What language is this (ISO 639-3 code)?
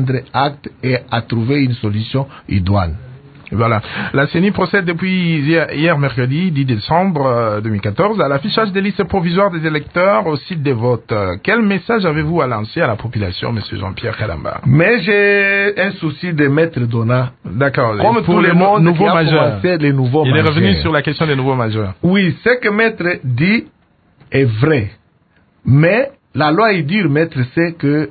fra